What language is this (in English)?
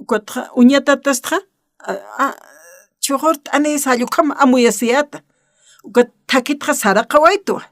Aymara